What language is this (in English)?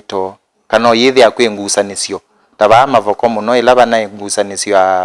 Kamba